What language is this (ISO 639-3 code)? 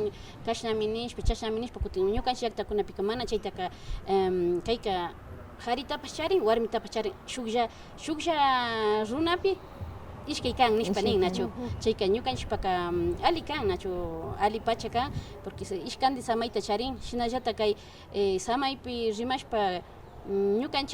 qvi